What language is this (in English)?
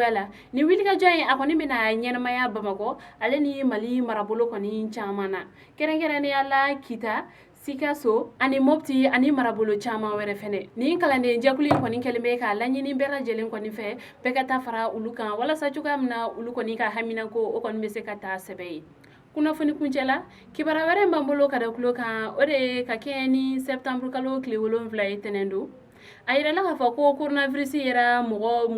Bambara